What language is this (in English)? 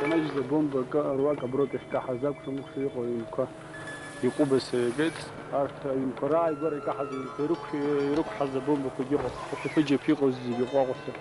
Abkhazian